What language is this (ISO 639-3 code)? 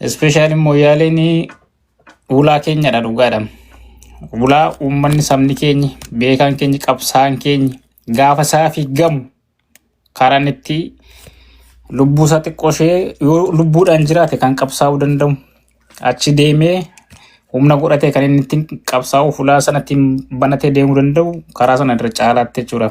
orm